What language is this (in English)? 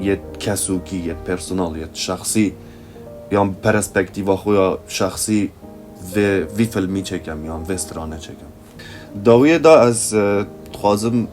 Kurdish